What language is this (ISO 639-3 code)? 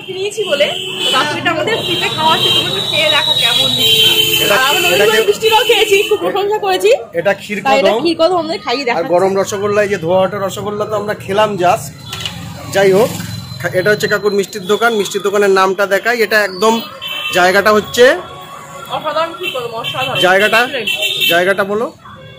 ben